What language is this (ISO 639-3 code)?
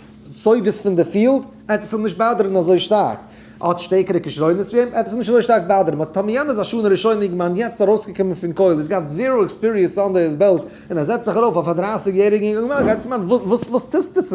yid